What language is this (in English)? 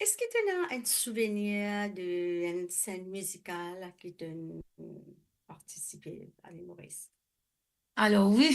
Morisyen